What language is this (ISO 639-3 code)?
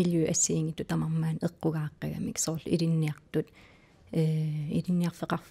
kal